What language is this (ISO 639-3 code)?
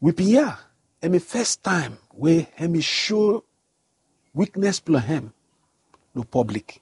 bis